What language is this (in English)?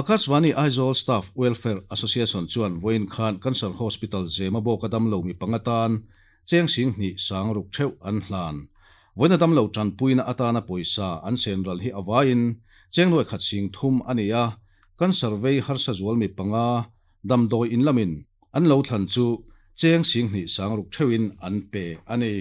Mizo